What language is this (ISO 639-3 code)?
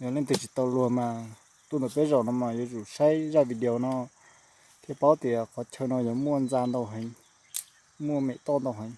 hmn